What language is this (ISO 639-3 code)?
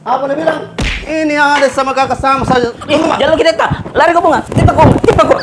mfp